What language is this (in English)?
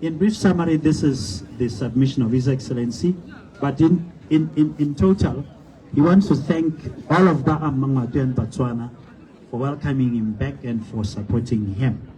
Tswana